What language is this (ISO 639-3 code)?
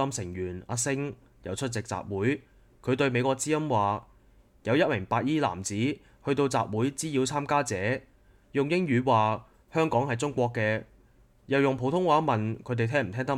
yue